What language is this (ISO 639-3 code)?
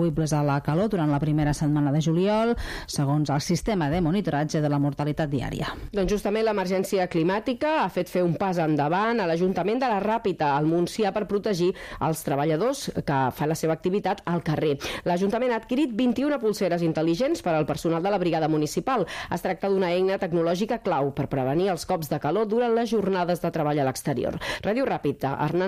cat